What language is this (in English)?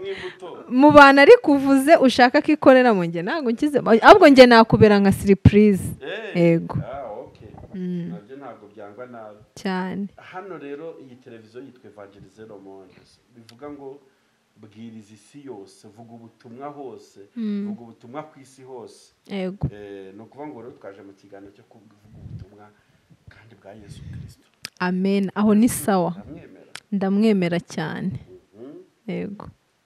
Kinyarwanda